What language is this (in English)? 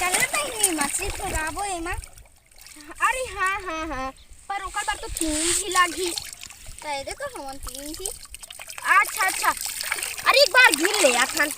Chhattisgarhi